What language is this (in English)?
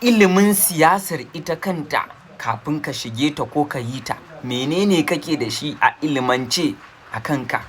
Hausa